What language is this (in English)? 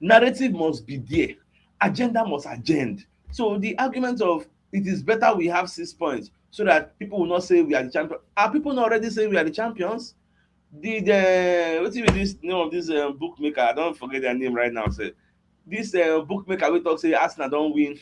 Nigerian Pidgin